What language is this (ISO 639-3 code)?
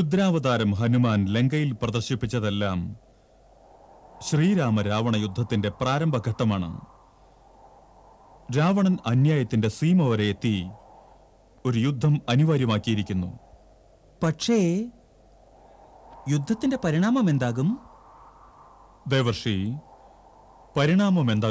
mal